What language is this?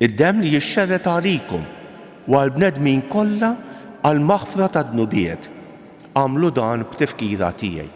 Maltese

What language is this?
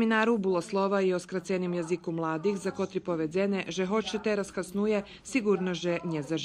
Rusyn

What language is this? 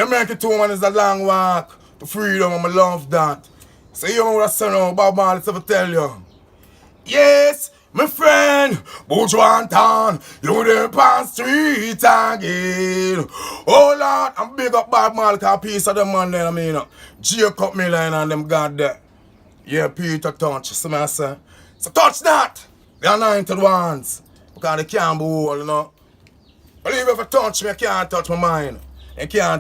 Jamaican Creole English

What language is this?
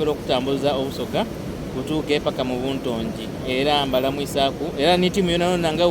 Soga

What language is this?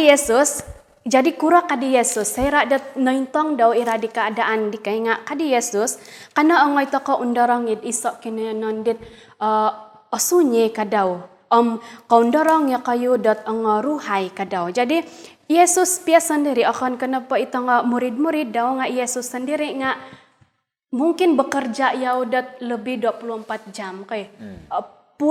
Central Dusun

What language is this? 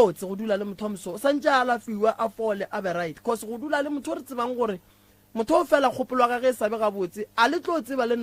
Northern Sotho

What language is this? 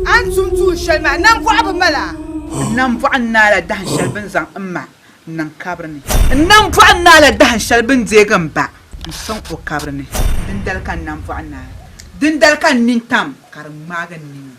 Dagbani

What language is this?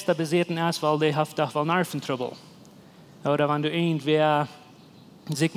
Plautdietsch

